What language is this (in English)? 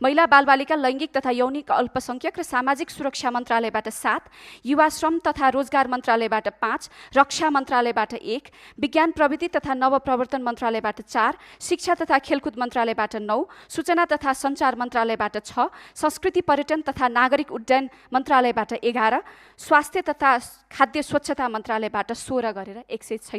Nepali